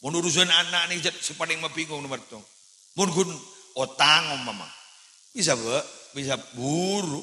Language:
Madurese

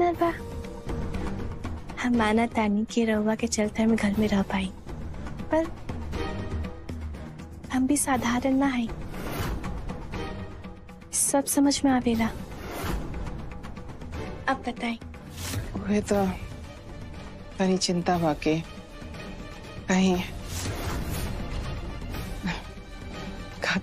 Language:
Bhojpuri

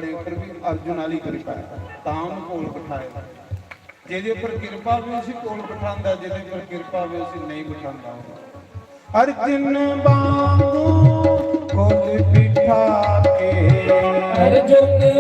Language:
Dogri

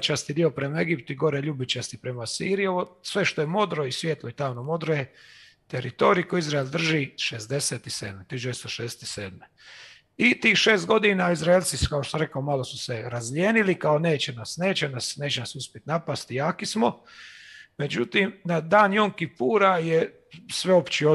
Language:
Croatian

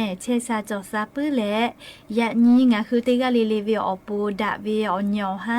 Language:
Lahu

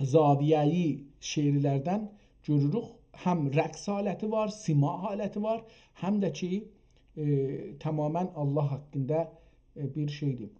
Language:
South Azerbaijani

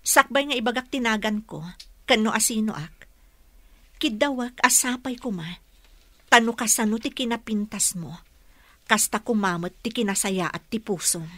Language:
Iloko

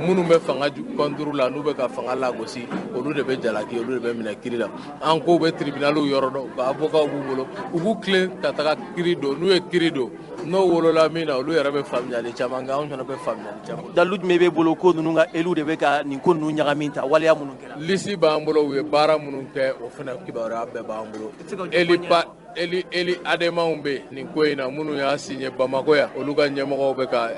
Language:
Bambara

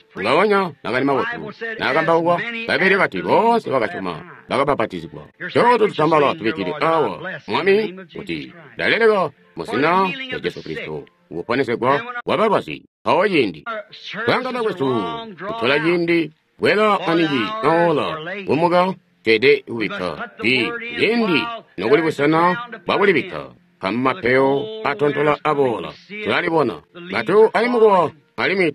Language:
Tonga (Zambia)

